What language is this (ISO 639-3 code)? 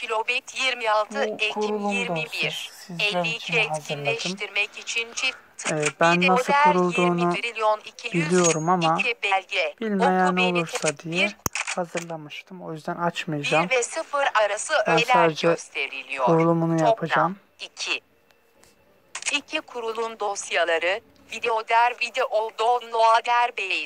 tur